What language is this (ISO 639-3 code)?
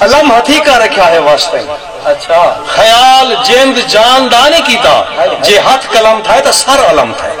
skr